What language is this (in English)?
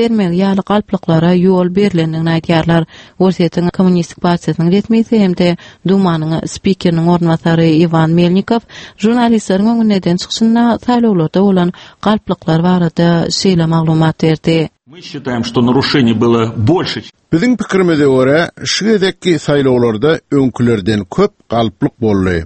Turkmen